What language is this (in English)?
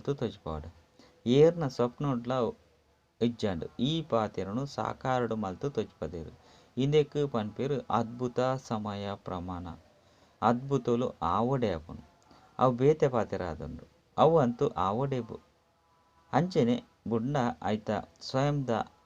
Tulu